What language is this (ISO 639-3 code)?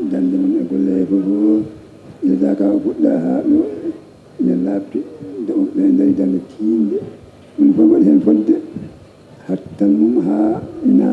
ful